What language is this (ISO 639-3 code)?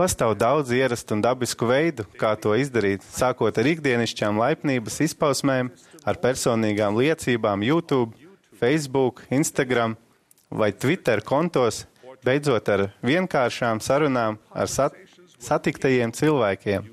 lav